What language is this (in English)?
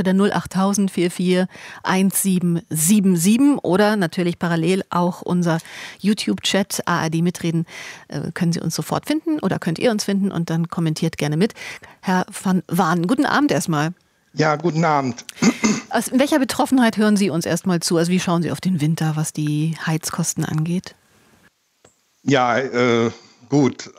German